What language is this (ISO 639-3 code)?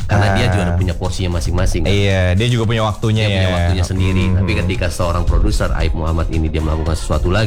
ind